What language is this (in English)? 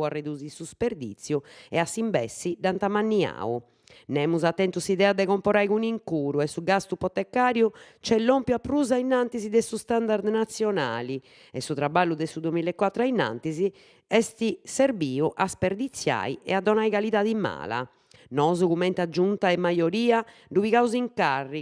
Sardinian